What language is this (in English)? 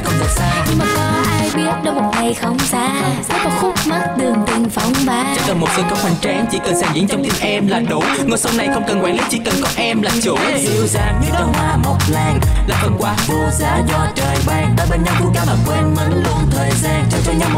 Vietnamese